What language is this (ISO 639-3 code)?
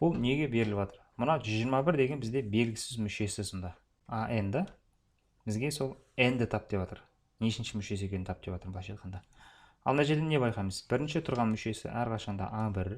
kaz